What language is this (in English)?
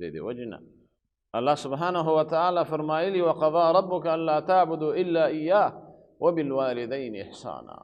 Pashto